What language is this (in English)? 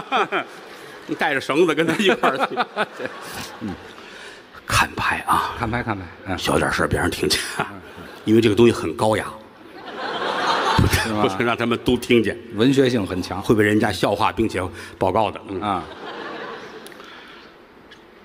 Chinese